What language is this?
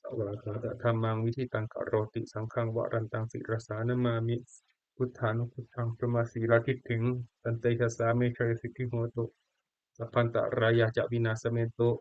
Pali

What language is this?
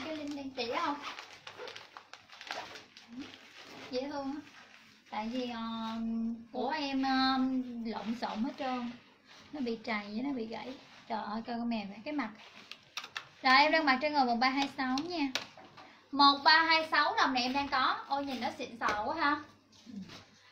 Vietnamese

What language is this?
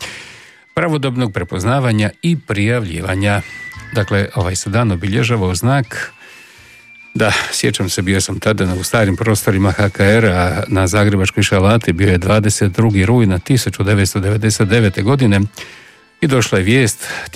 Croatian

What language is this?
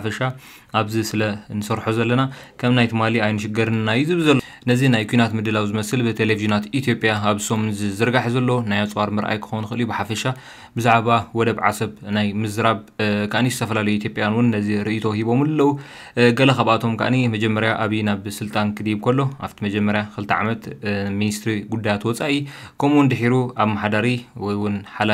Tigrinya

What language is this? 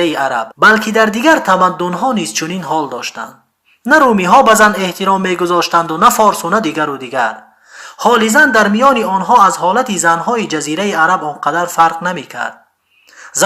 Tajik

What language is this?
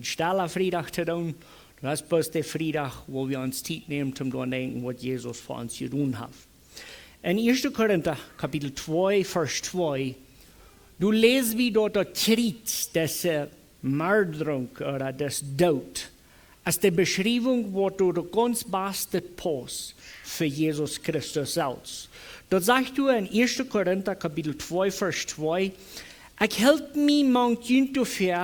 Plautdietsch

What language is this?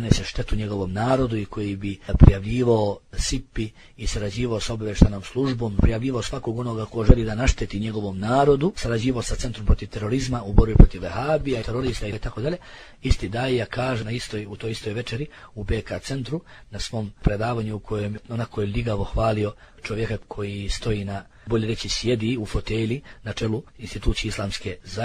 Bosnian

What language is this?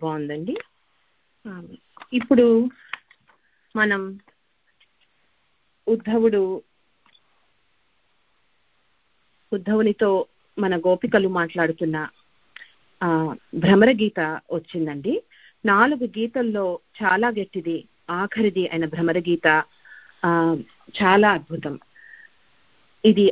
Telugu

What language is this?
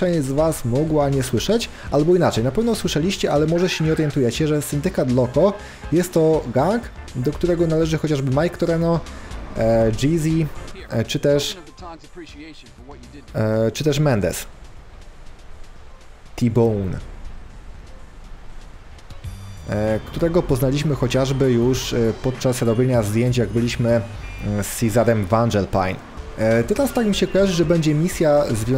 Polish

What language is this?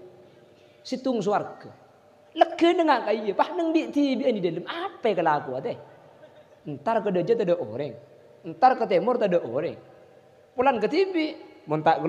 Madurese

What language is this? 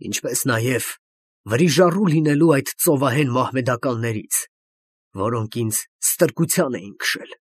Armenian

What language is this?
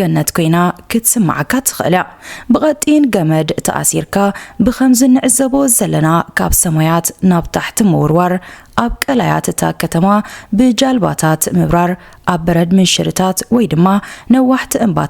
Tigrinya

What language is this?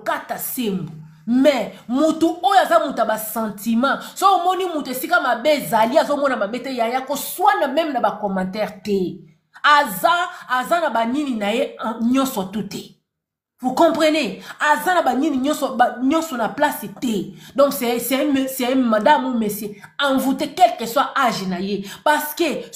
Lingala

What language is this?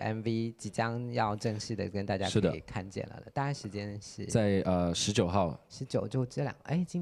Chinese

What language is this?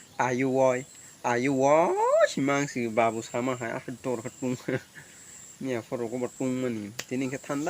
Kok Borok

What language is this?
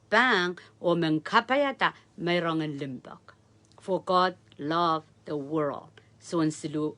Pohnpeian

